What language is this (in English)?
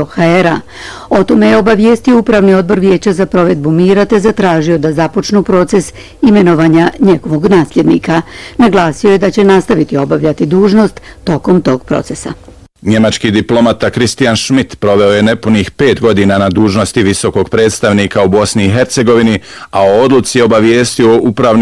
Bosnian